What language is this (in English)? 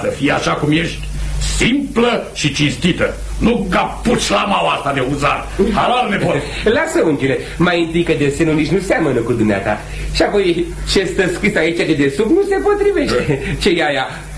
Romanian